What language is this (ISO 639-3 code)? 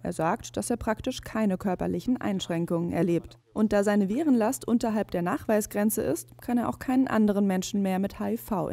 deu